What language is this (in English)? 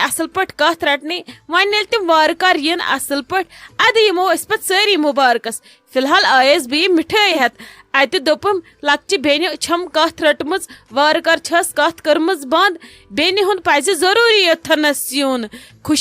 Kashmiri